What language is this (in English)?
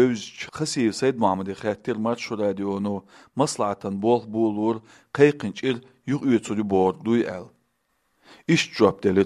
Chechen